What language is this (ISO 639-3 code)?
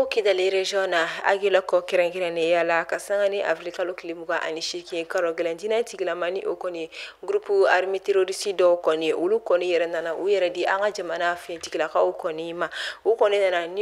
bam